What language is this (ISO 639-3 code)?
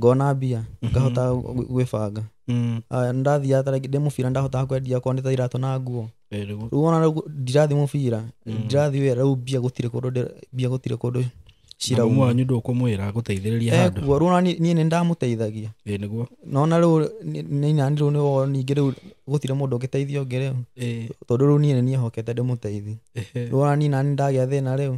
kik